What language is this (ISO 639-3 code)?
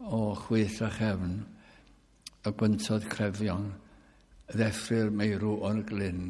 cym